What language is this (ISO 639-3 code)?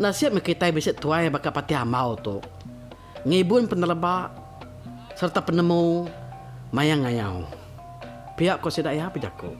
iba